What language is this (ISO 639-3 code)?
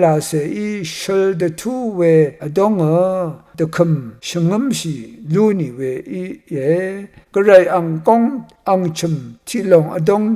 raw